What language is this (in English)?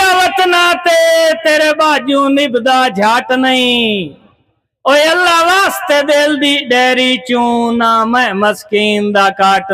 Saraiki